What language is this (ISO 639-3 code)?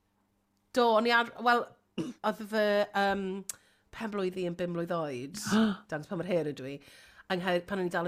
cym